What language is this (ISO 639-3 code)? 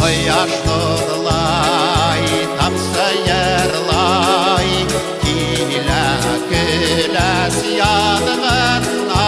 bak